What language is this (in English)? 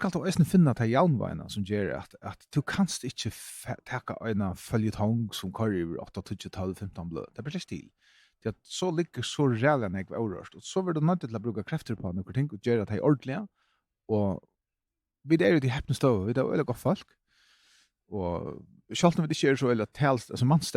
Faroese